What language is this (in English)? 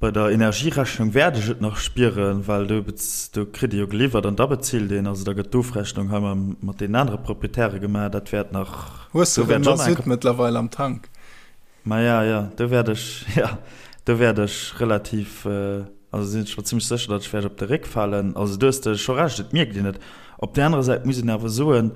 Luxembourgish